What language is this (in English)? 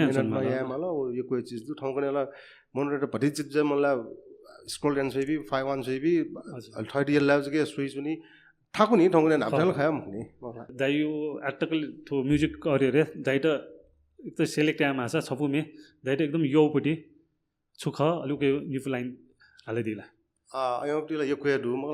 Newari